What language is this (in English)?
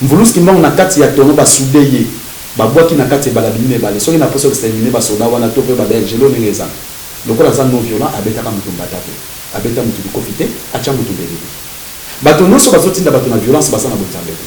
Lingala